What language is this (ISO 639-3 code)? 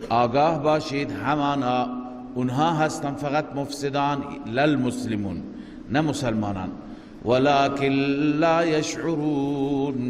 fas